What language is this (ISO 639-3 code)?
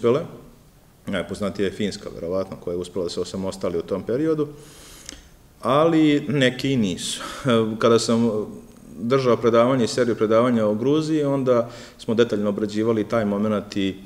srp